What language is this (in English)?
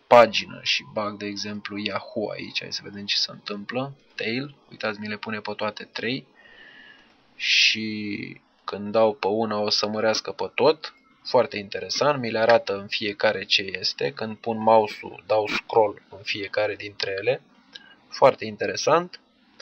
Romanian